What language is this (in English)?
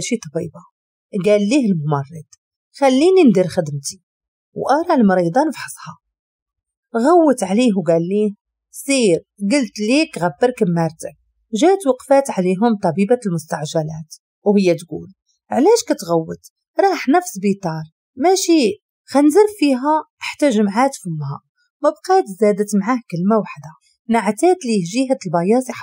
Moroccan Arabic